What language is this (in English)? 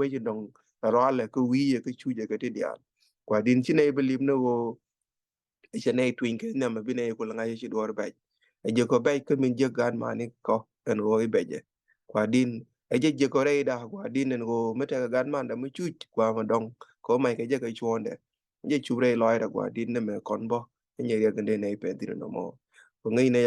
Nuer